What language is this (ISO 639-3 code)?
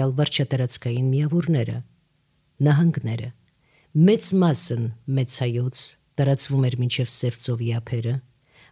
hye